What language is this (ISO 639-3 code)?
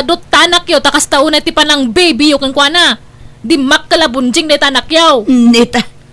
ilo